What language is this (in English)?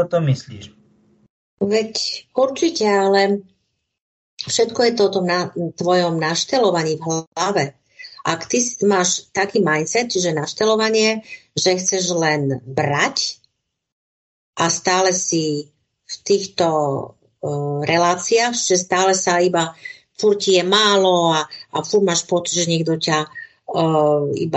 Slovak